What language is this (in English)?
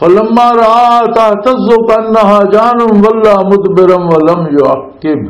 Western Panjabi